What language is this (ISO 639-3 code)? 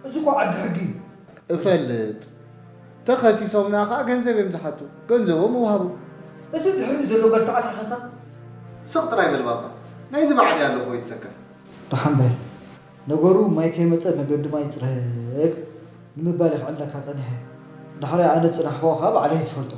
tir